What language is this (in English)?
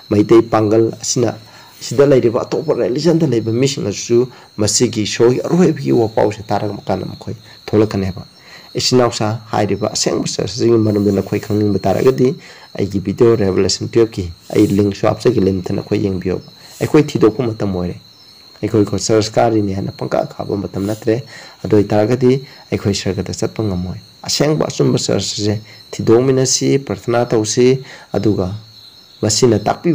Manipuri